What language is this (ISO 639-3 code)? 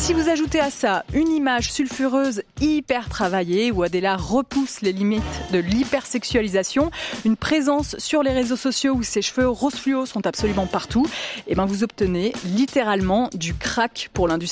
fra